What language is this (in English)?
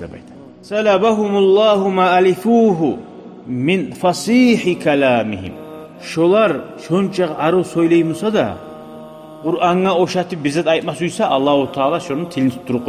Kumyk